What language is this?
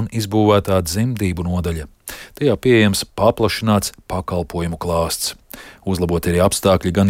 Latvian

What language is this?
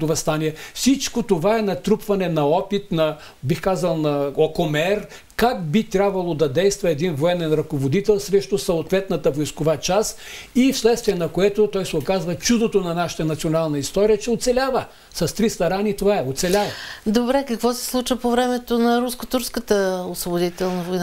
Bulgarian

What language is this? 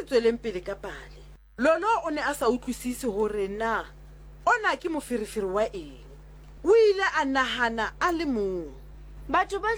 Southern Sotho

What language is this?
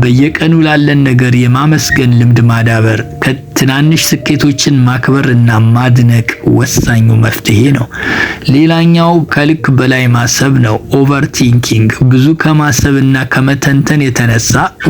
Amharic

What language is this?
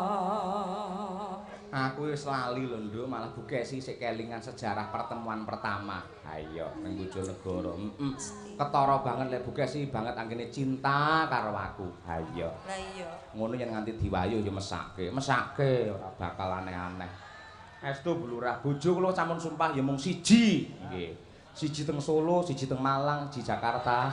Javanese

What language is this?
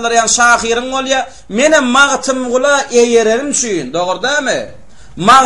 Turkmen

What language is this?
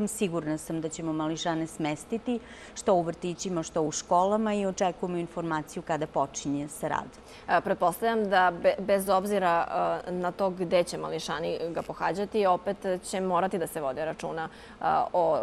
Serbian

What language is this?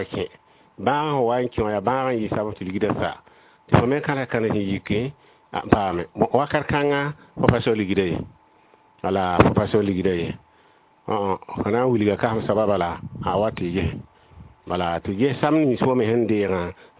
Mossi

